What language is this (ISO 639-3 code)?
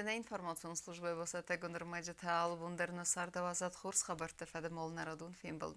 oss